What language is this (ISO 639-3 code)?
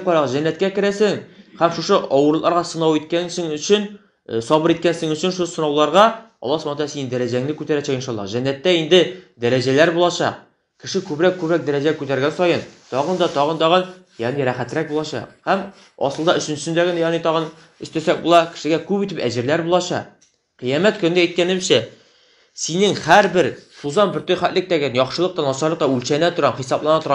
tat